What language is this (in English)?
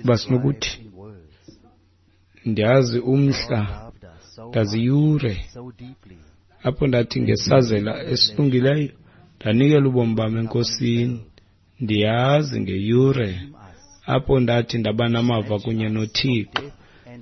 Xhosa